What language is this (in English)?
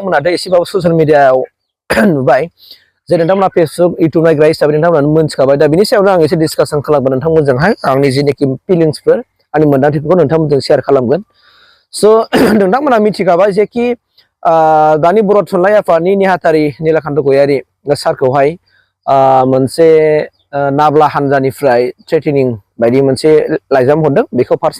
Bodo